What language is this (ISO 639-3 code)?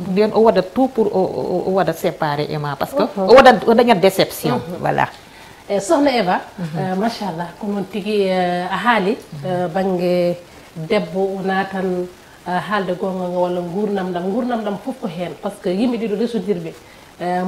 ful